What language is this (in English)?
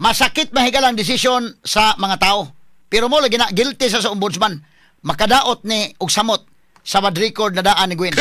Cebuano